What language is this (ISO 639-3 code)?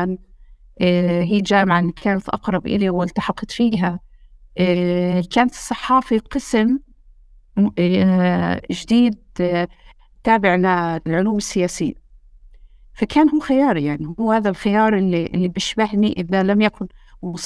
apc